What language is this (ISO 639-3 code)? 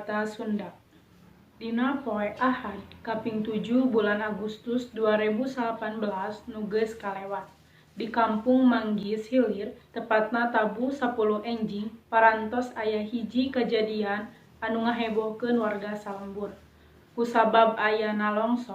sun